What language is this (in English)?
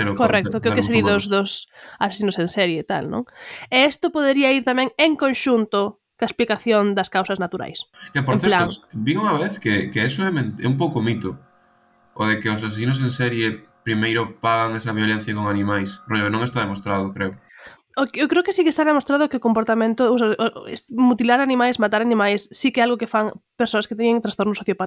Galician